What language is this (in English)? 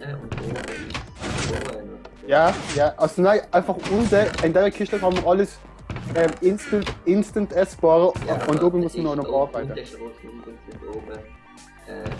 Swiss German